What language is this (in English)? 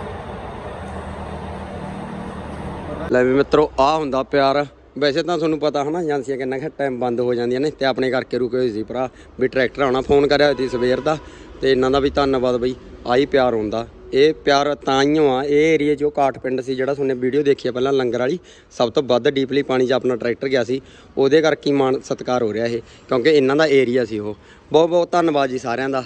Punjabi